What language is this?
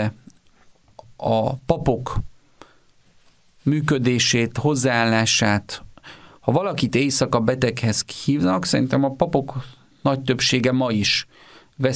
Hungarian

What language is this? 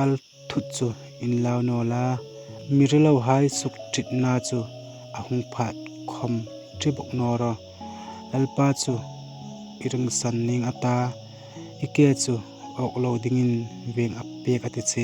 Hmar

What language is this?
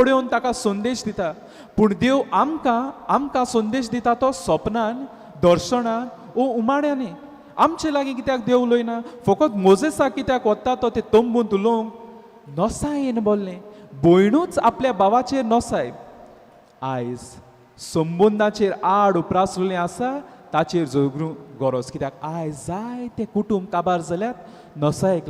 Konkani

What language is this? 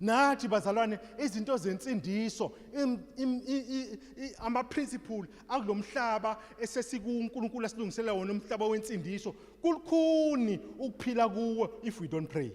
Zulu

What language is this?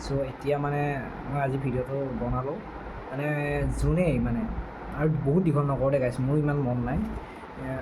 Assamese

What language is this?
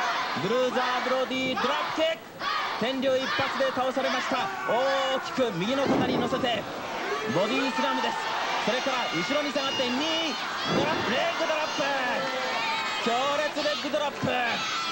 Japanese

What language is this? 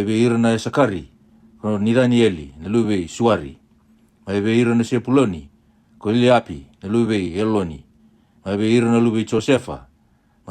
Fijian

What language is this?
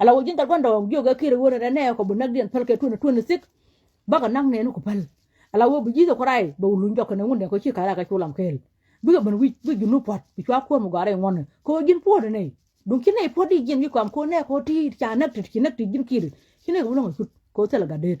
Nuer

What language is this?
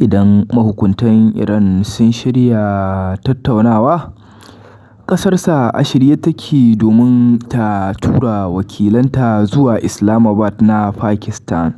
Hausa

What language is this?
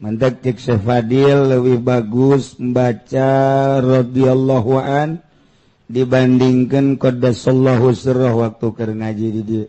Sundanese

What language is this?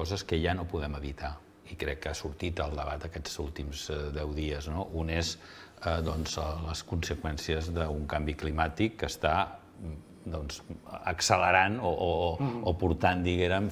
Catalan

